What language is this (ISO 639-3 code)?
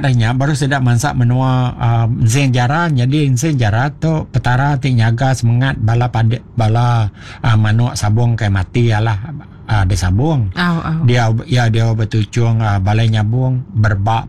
iba